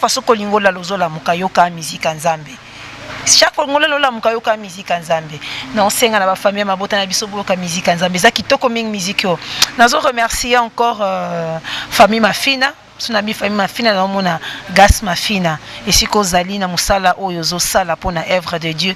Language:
Lingala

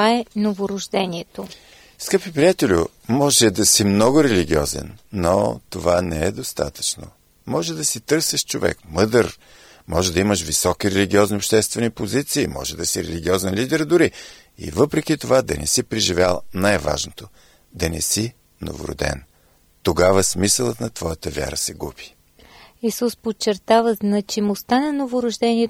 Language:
Bulgarian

